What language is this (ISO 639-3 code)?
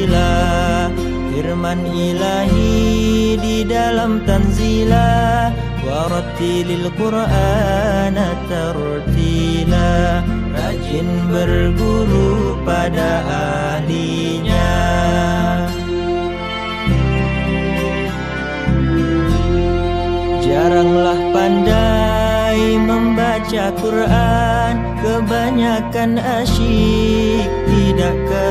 msa